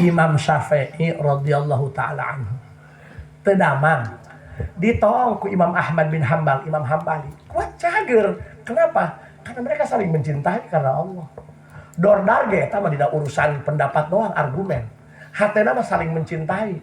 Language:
Sundanese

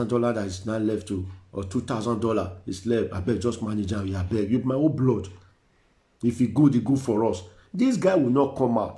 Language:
Nigerian Pidgin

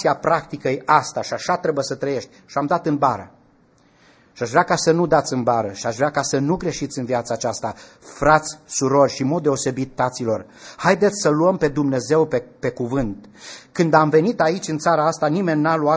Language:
Romanian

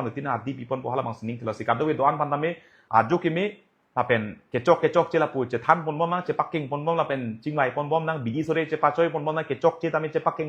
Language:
Karbi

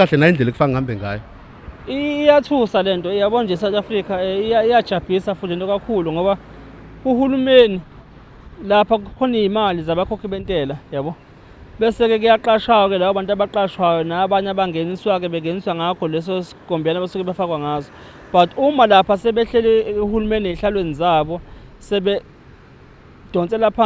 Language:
Zulu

